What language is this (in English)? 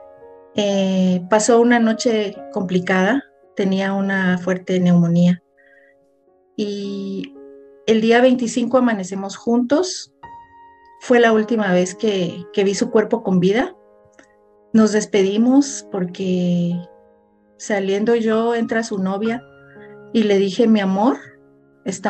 Spanish